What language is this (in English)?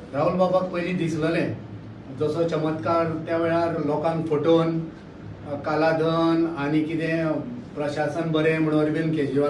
Konkani